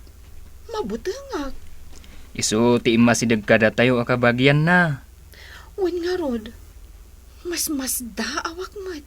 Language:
Iloko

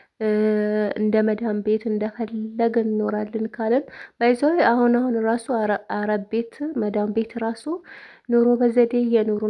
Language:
Amharic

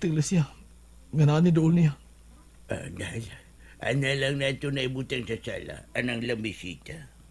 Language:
Cebuano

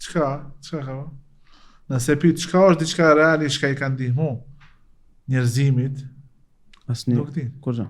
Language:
Albanian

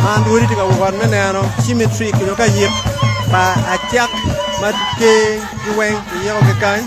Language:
Acoli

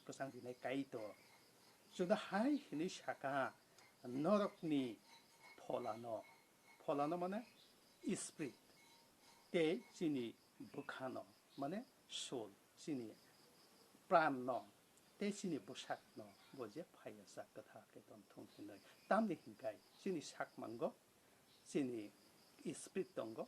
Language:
Kok Borok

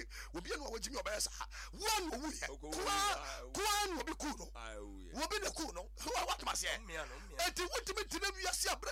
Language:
Akan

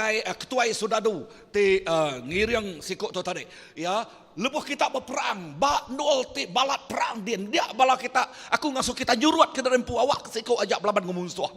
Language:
Iban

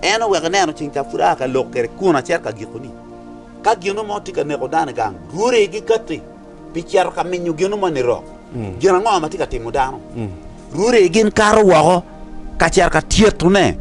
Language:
Acoli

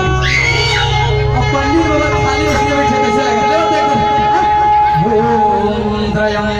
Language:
Chhattisgarhi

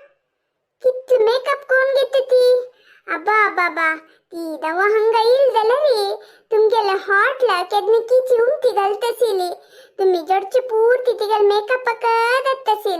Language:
Konkani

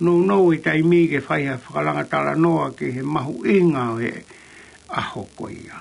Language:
Tongan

